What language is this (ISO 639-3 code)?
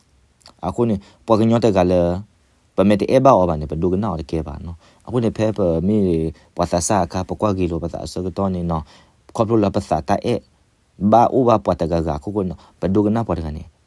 ksw